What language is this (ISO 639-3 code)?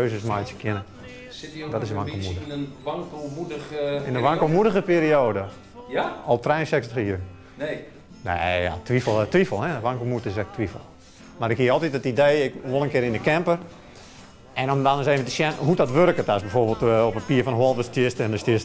fry